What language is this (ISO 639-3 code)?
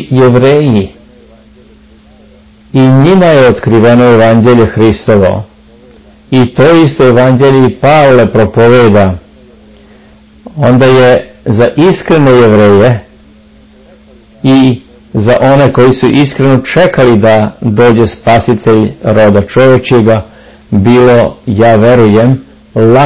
srp